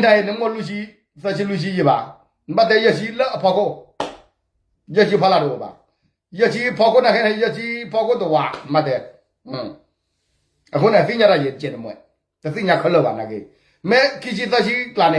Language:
S'gaw Karen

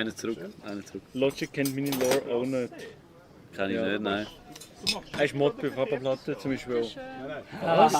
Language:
Swiss German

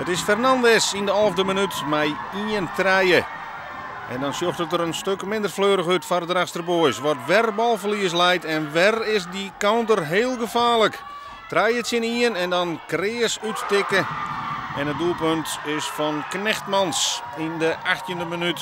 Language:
Western Frisian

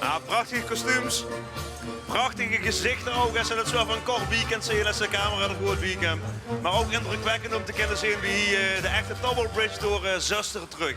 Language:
Limburgish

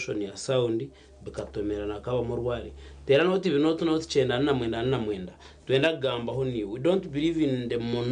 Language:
Nyankole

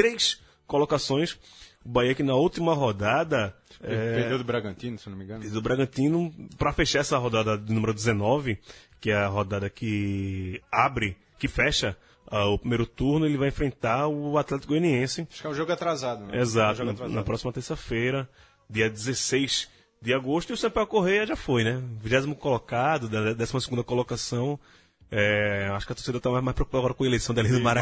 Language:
Portuguese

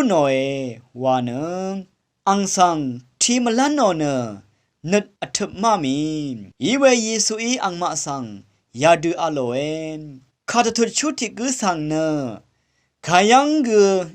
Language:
Rawang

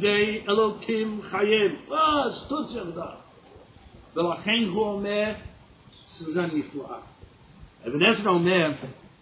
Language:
Hebrew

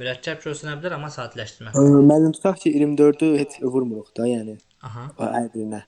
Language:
Azerbaijani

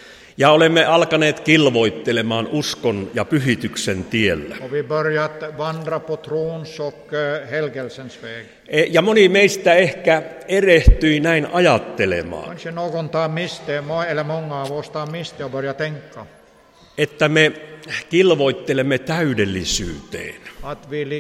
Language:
Finnish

